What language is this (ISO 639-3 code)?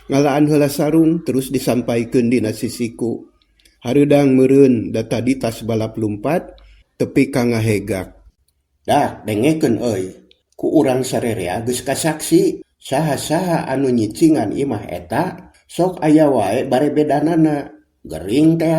sun